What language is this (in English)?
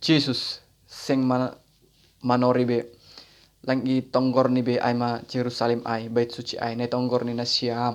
Batak Simalungun